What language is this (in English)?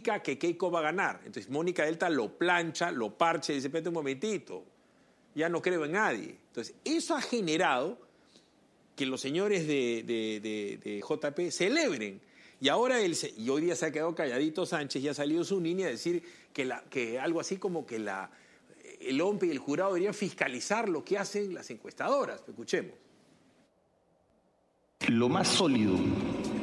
Spanish